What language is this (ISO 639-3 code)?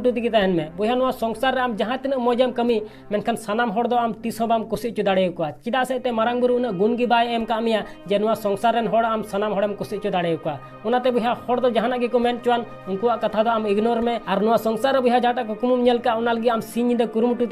sat